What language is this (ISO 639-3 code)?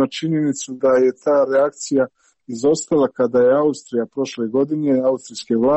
hrv